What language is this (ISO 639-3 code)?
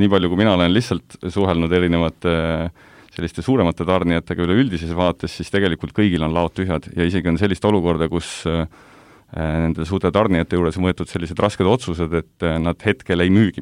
est